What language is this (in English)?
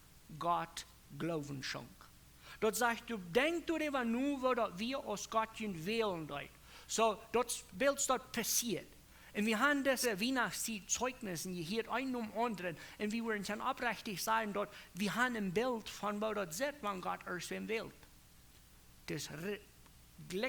Plautdietsch